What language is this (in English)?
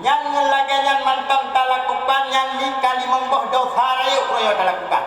Achinese